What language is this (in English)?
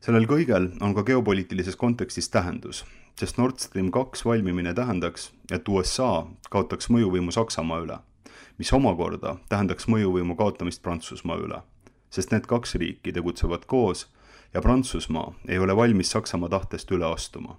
Estonian